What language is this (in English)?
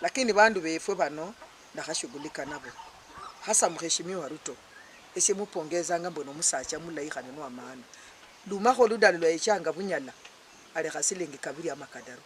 Luyia